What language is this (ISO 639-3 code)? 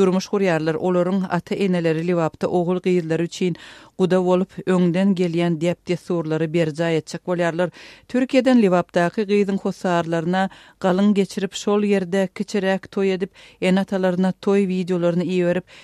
tuk